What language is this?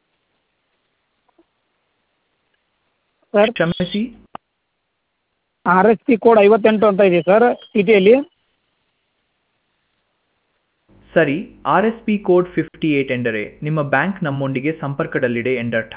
Kannada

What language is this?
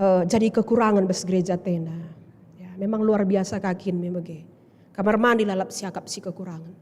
Batak Karo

